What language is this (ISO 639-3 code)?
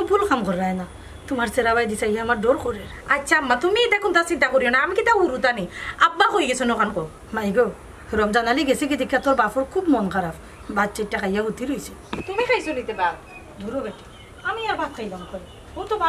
syl